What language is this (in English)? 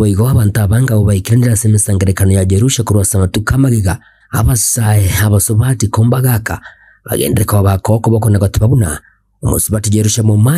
Gusii